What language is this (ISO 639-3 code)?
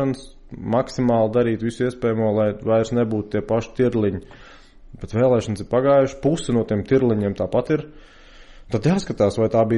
lav